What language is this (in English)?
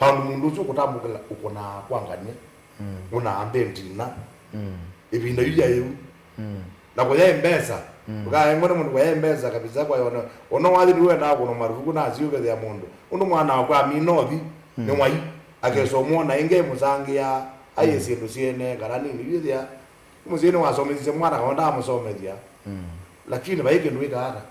Kamba